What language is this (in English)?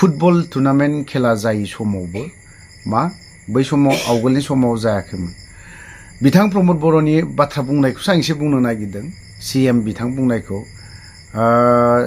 Bodo